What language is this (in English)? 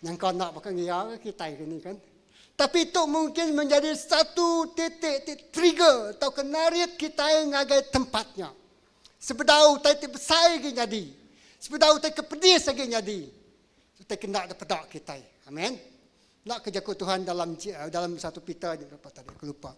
Iban